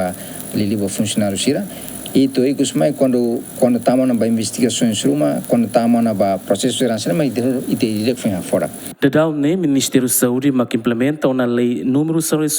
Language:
Tetum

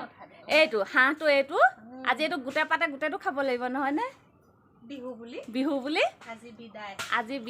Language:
Assamese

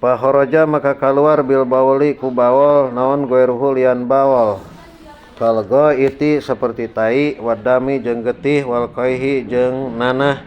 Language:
Sundanese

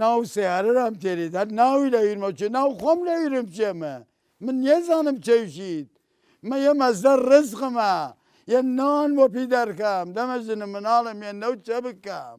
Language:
Southern Kurdish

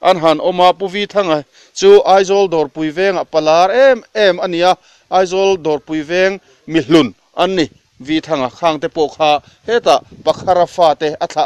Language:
Mizo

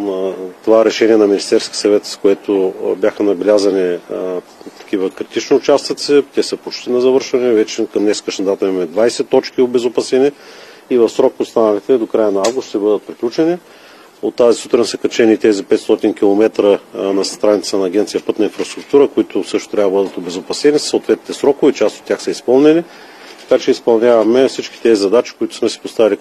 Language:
Bulgarian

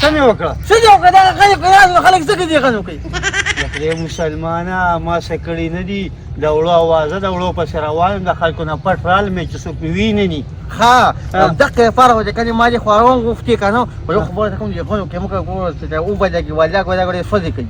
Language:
Pashto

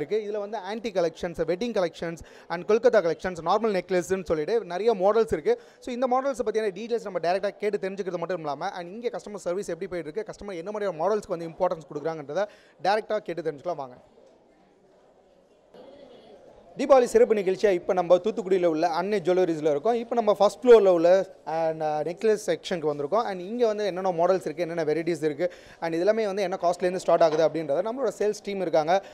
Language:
Tamil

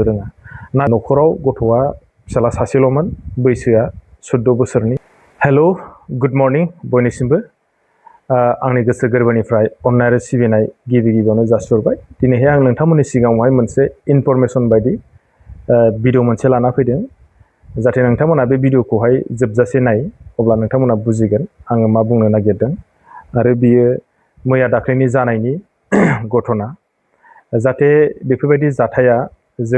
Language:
Bodo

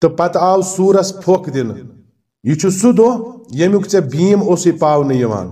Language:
Kashmiri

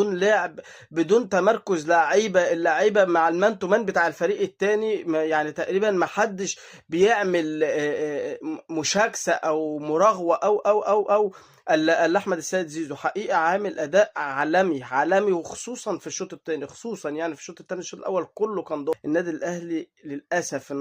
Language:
Egyptian Arabic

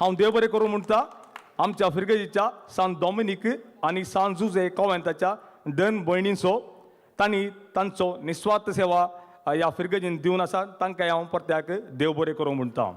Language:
Konkani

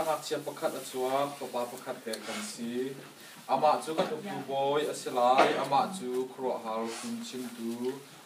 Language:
Hakha Chin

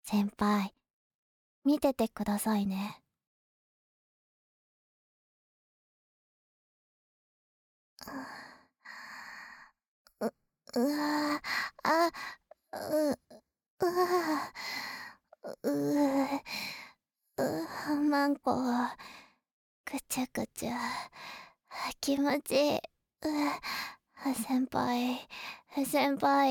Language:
Japanese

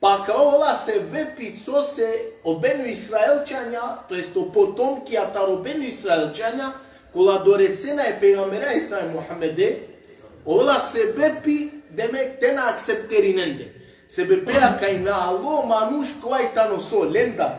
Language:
Balkan Romani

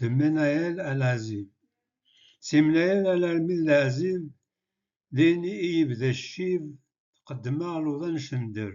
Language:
Kabyle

